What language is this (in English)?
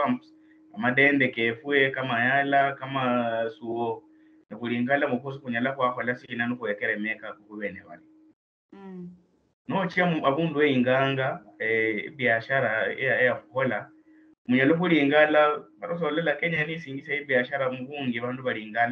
Luyia